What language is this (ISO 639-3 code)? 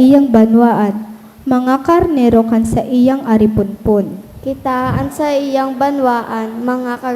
bik